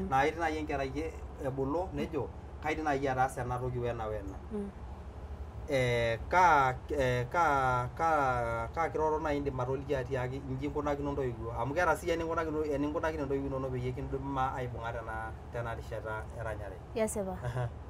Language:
Masai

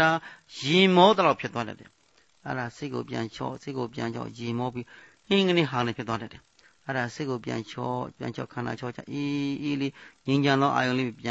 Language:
Burmese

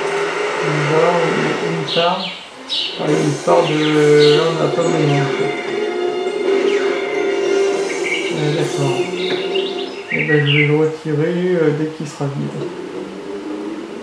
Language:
French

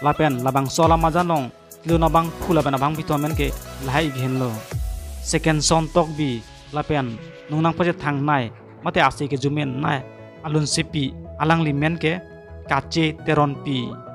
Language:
Karbi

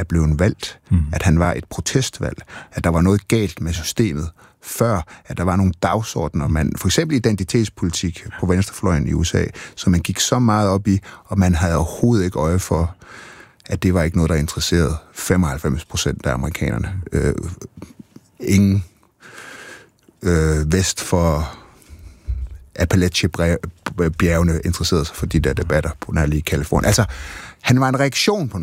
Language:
Danish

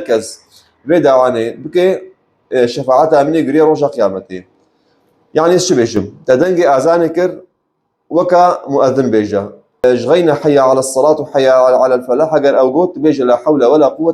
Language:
Kurdish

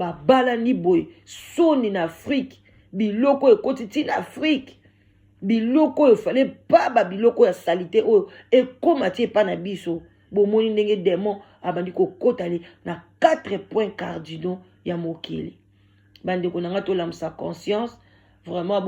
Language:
Lingala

